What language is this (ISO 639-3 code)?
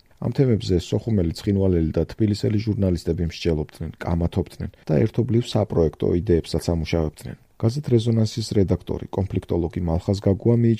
kat